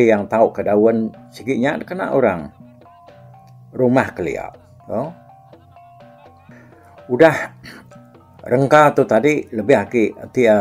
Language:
Iban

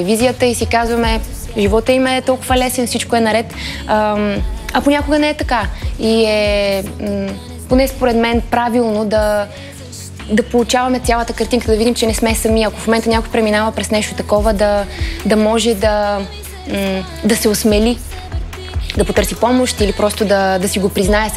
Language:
Bulgarian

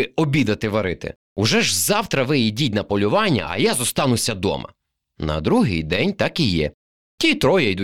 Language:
Ukrainian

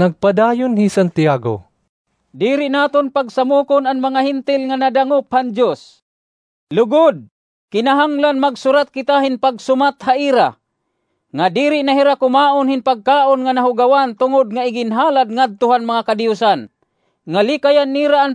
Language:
Waray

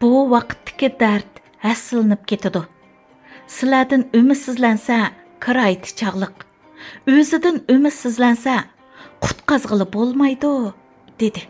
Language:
Uyghur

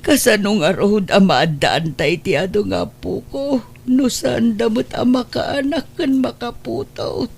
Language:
Iloko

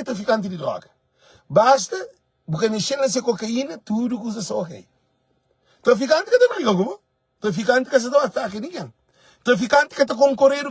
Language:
Kabuverdianu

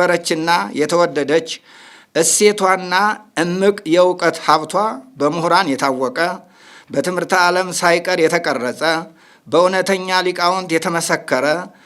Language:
Amharic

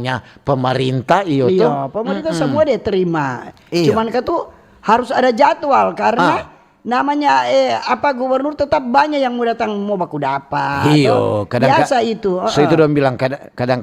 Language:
Manado Malay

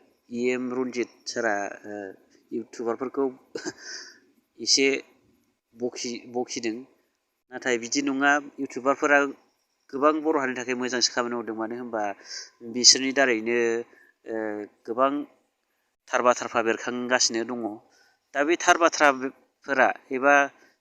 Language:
Bodo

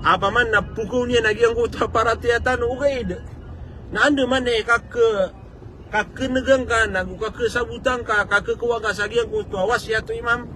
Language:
Maranao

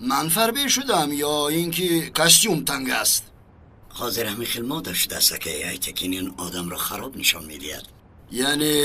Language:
Tajik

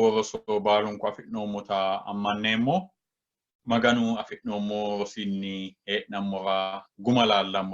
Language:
Sidamo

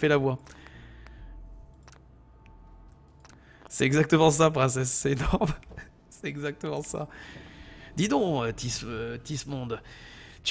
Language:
French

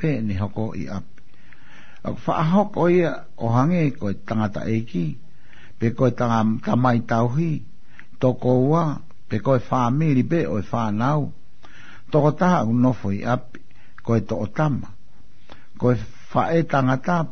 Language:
Tongan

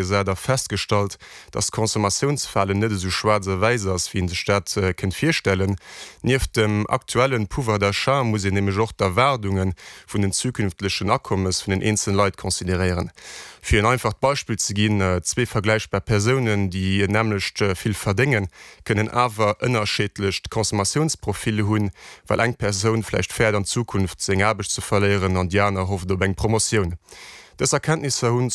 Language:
Luxembourgish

